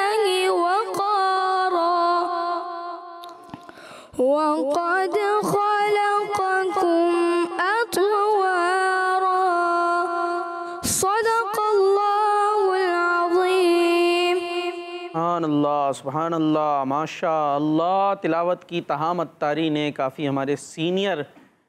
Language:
Urdu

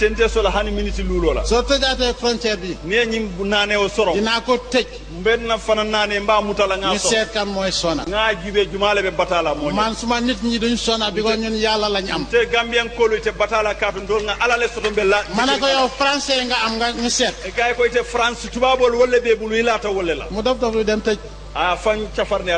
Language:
Wolof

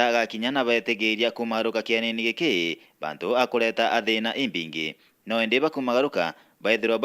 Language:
Meru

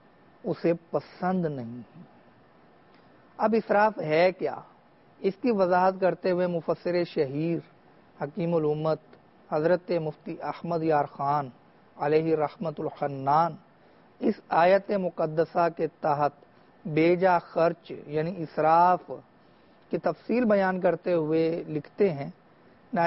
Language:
Urdu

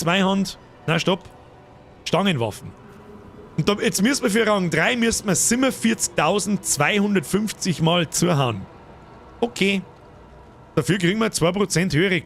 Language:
Bavarian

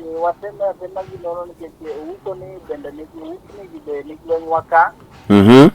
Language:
Luo (Kenya and Tanzania)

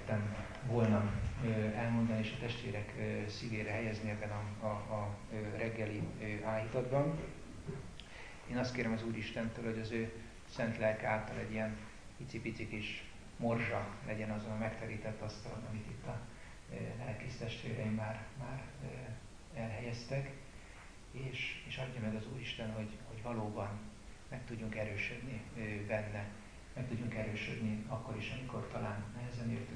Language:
Hungarian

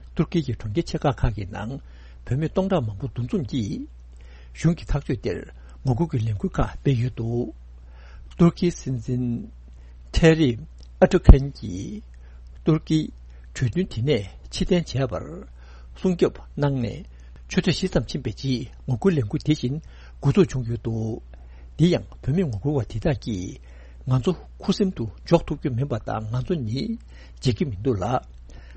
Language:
Tibetan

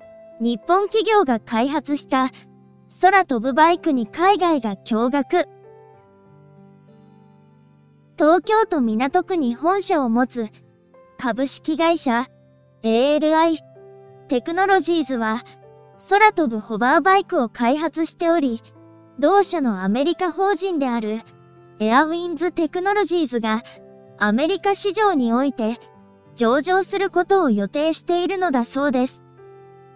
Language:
Japanese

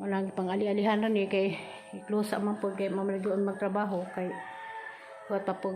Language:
Cebuano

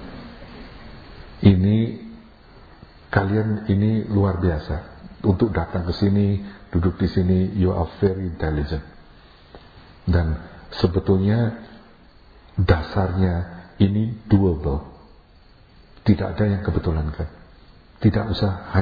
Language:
Indonesian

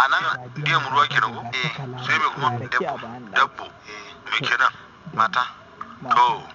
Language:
Hausa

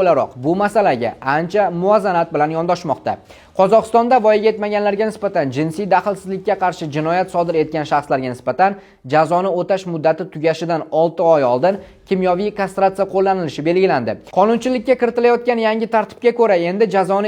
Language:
Uzbek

